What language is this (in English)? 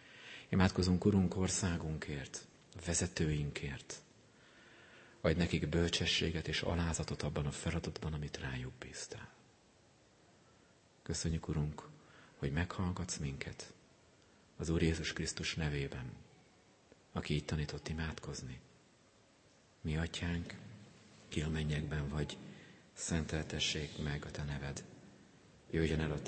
Hungarian